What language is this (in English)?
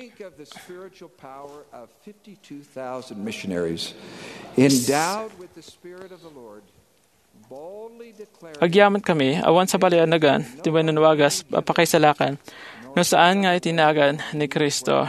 Iloko